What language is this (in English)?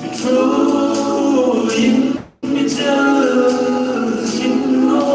Hmar